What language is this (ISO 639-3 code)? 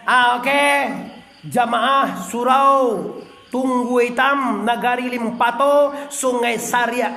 min